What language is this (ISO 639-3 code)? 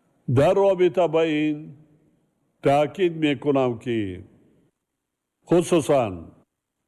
tgk